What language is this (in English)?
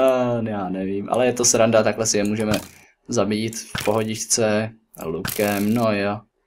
Czech